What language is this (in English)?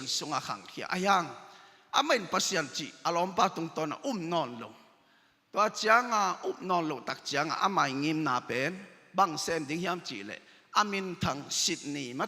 Tedim Chin